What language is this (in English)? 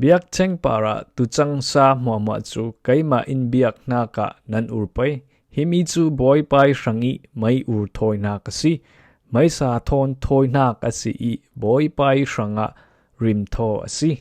Falam Chin